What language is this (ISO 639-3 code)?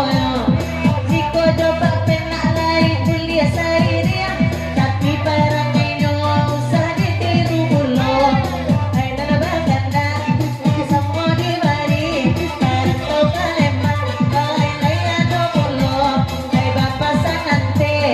min